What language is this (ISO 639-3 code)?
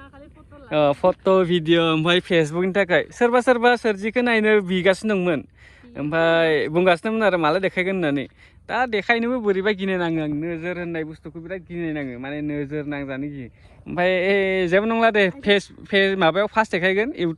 brx